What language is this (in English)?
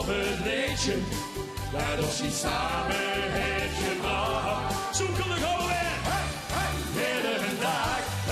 Limburgish